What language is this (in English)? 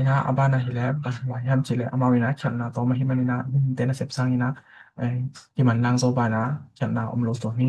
Tedim Chin